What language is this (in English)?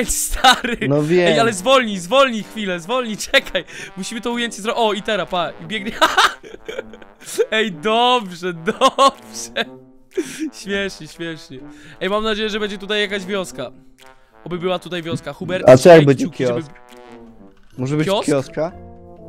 Polish